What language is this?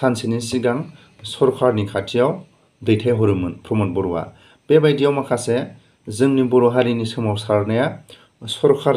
Bodo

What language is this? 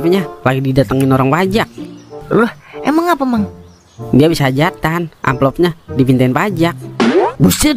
Betawi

